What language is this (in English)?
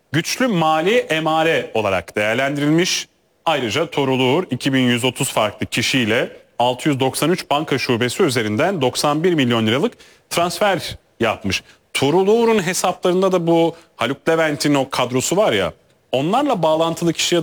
Turkish